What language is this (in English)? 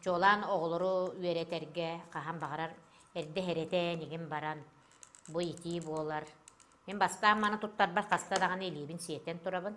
Yakut